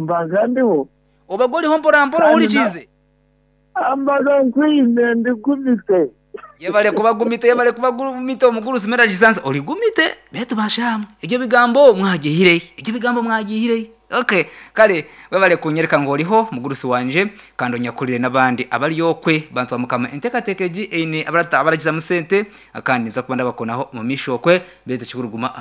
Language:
Nyankole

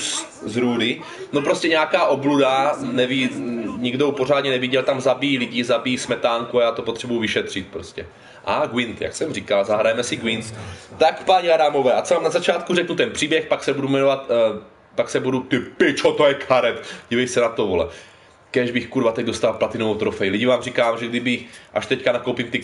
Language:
Czech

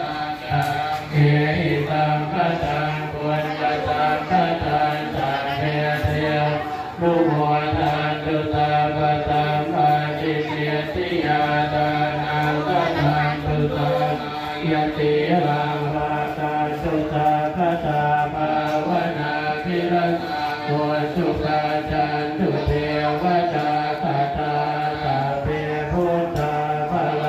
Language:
Pali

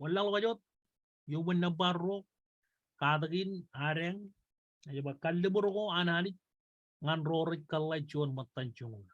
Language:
Marshallese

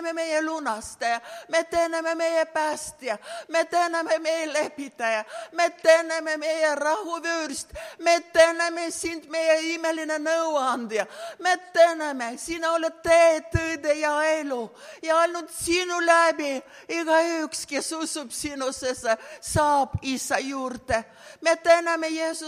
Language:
Estonian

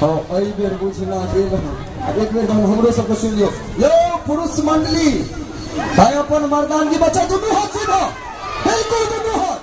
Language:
Maithili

